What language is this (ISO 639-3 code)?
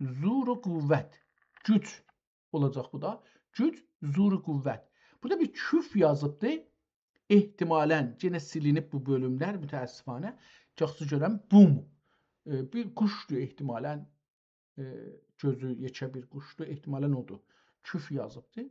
azb